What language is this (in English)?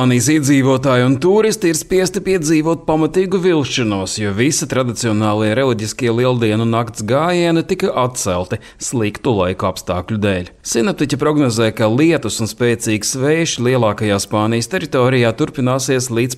Latvian